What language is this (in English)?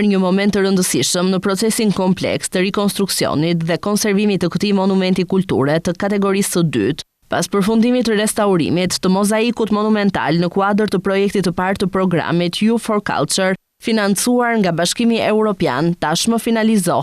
Albanian